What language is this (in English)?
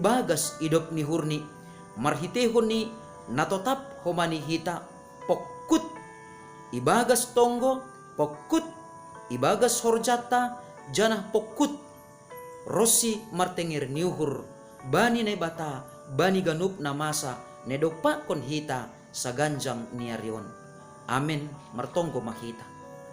Batak Simalungun